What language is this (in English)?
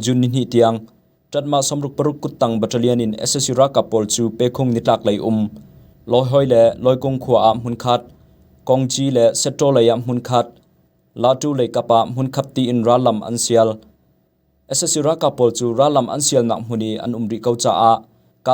Hakha Chin